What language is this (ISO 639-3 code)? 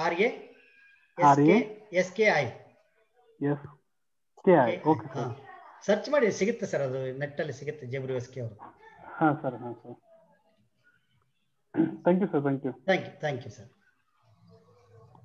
kan